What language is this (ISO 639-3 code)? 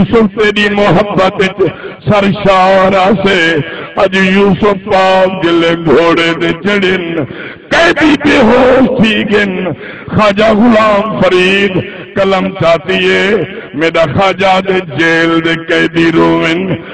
skr